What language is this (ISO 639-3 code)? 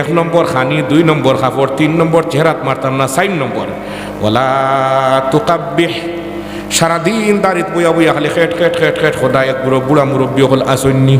syl